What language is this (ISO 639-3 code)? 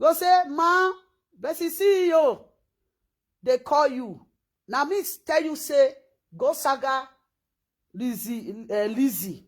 pcm